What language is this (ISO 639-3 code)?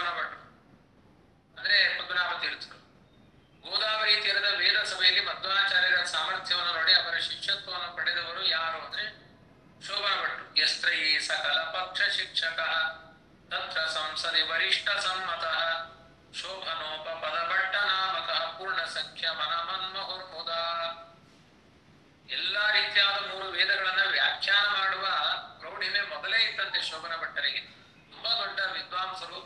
kan